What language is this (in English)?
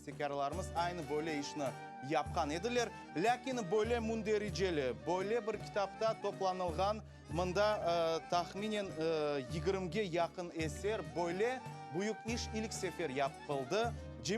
Crimean Tatar